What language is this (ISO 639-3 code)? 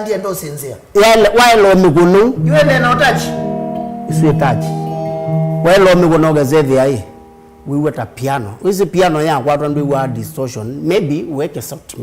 kam